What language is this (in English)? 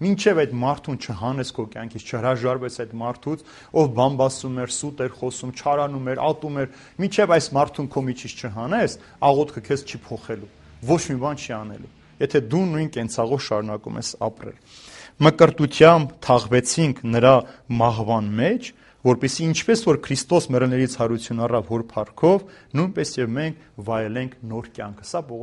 Armenian